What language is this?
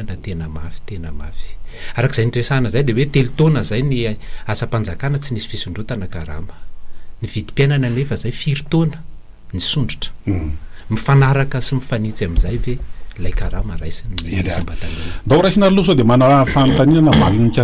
Malagasy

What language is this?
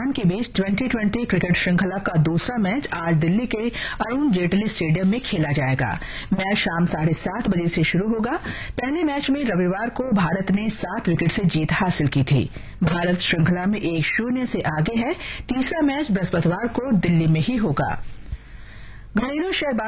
Hindi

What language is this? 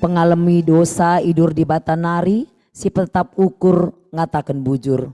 Batak Karo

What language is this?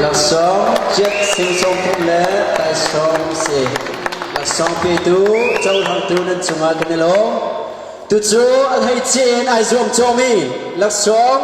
Hakha Chin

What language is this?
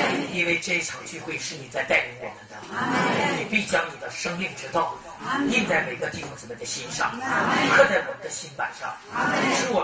Chinese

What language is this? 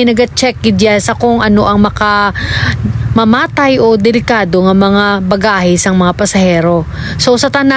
Hiligaynon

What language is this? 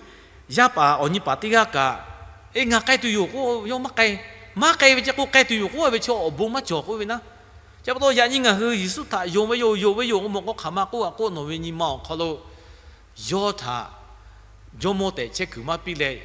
Lahu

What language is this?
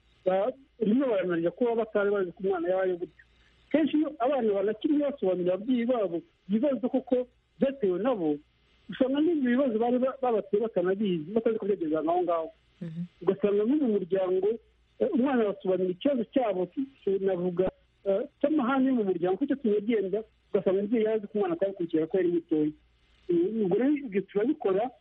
Kinyarwanda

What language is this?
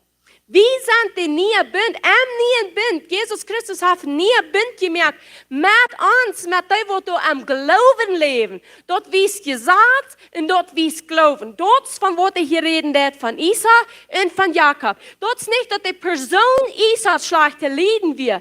Plautdietsch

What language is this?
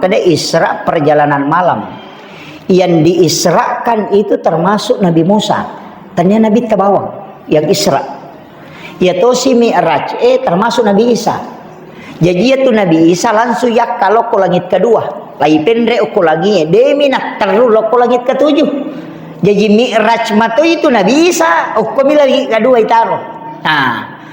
Buginese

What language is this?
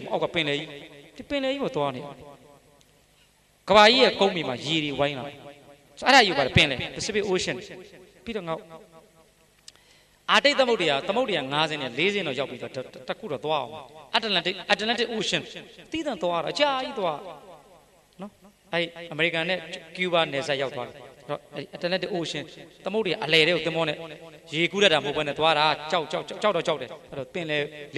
Burmese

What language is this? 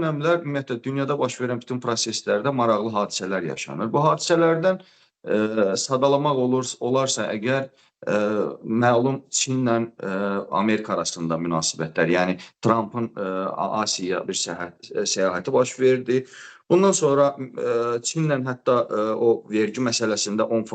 Azerbaijani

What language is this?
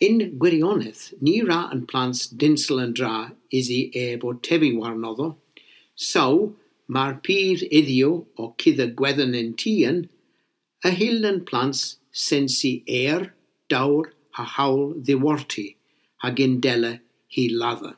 Cornish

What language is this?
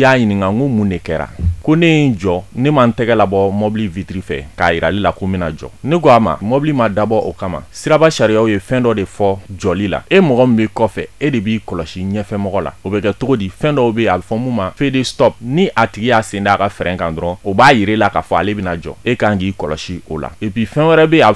Bambara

